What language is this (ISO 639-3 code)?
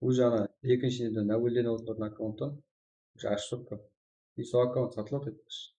kaa